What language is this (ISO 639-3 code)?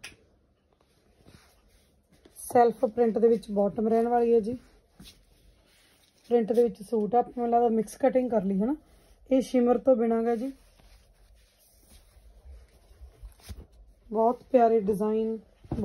pan